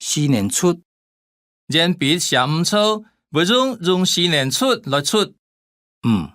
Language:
Hakka Chinese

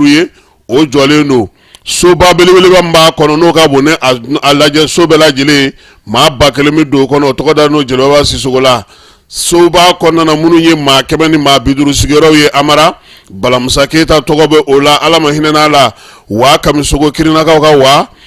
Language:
Bambara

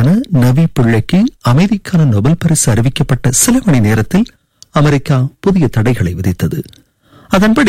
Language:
Tamil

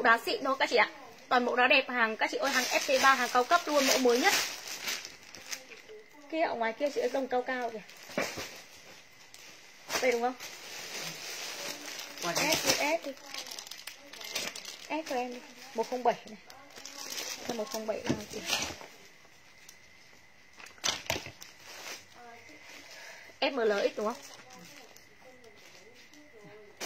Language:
Vietnamese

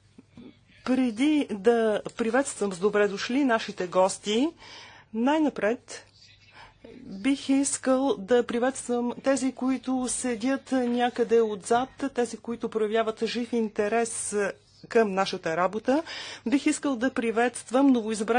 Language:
Bulgarian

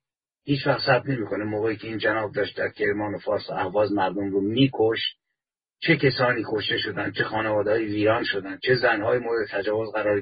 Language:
Persian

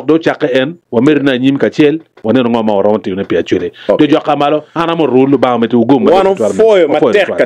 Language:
Acoli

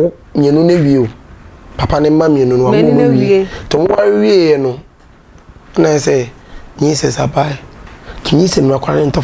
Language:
Akan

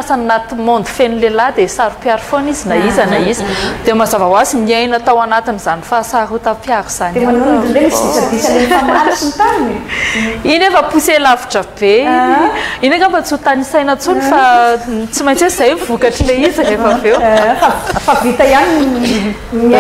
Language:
Malagasy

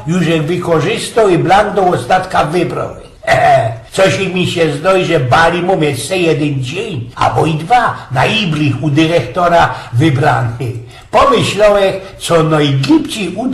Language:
Silesian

